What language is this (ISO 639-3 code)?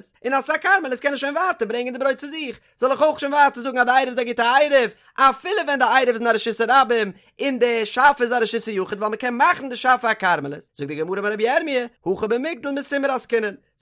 yid